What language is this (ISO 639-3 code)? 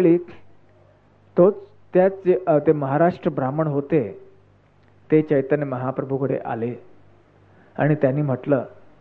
mar